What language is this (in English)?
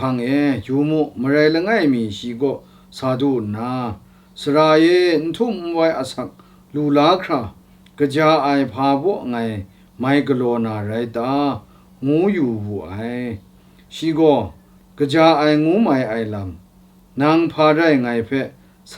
Kachin